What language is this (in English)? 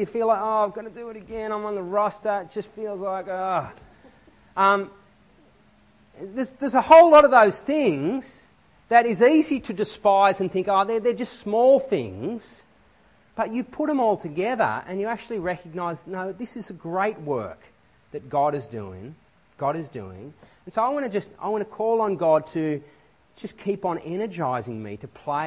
English